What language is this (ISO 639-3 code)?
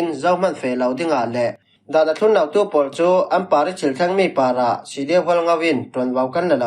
cfm